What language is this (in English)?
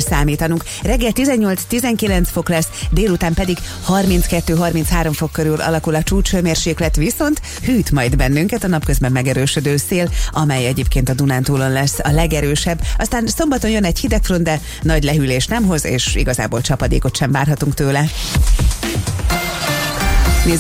Hungarian